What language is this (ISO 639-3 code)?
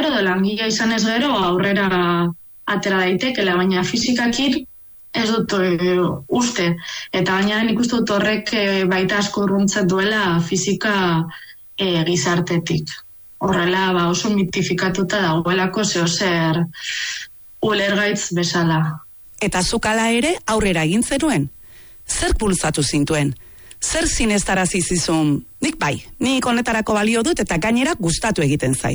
eus